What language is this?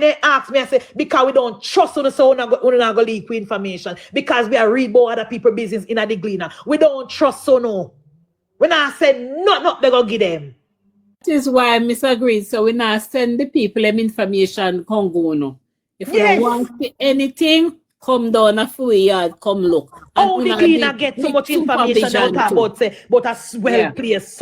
Jamaican Creole English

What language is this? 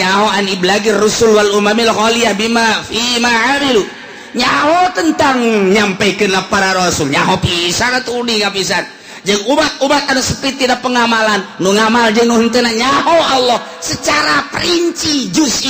Sundanese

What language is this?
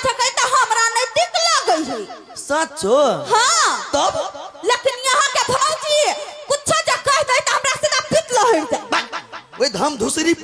Maithili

